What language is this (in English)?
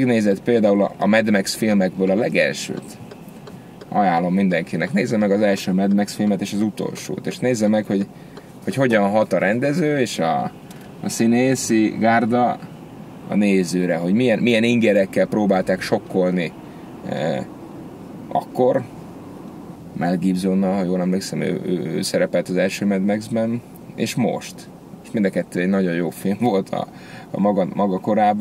Hungarian